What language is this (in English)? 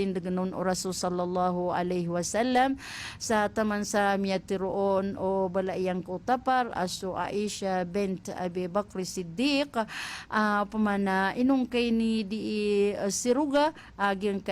Maranao